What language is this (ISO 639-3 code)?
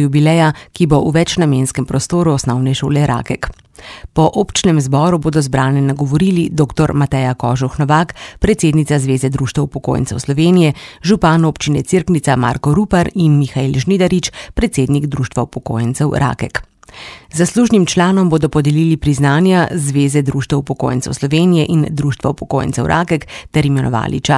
slv